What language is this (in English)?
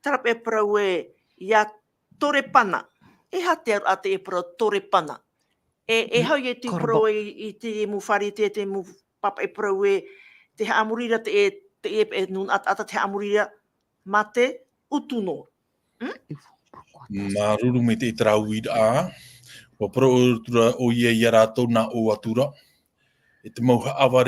Tahitian